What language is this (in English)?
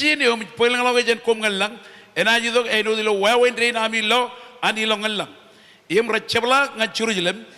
Marshallese